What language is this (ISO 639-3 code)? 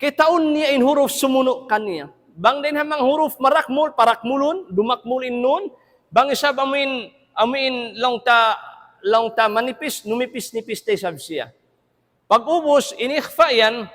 tsg